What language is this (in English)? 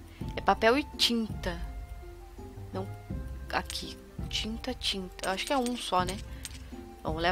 Portuguese